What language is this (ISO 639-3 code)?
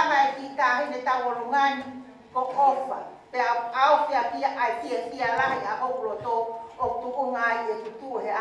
ton